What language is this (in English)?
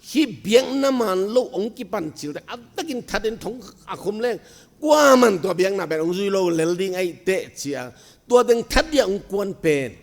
Tedim Chin